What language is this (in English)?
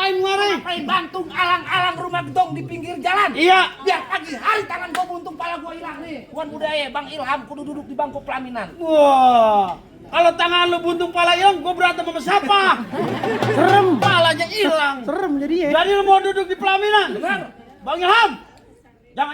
Betawi